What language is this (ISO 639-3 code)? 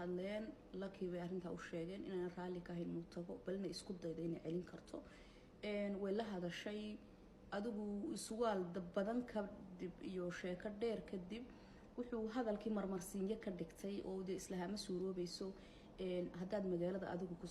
som